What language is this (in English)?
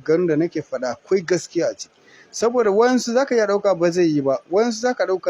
Hausa